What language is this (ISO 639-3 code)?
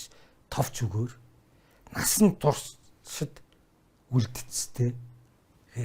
mon